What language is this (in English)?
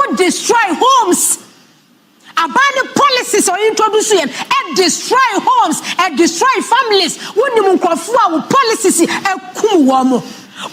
Akan